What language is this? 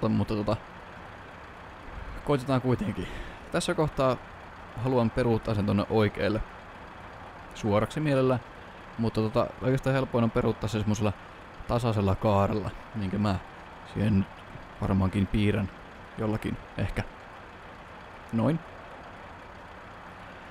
Finnish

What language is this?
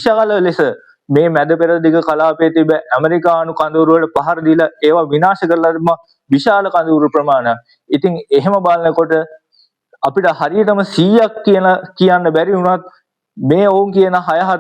Sinhala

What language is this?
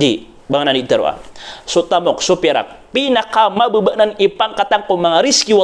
Maranao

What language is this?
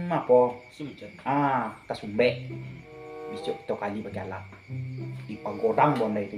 Minangkabau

